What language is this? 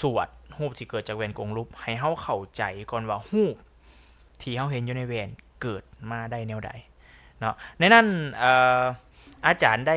Lao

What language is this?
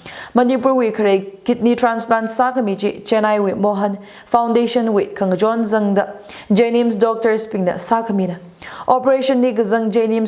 Tangkhul Naga (India)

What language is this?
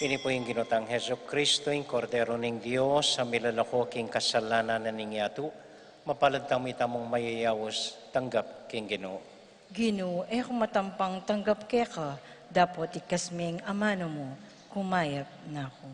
Pampanga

